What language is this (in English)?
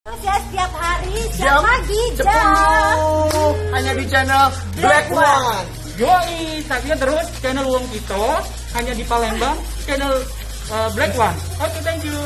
Musi